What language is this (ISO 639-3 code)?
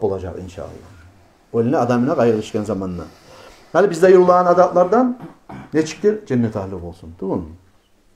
kum